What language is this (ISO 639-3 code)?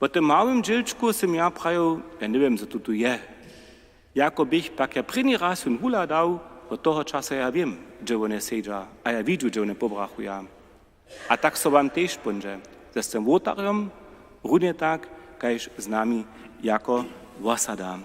hsb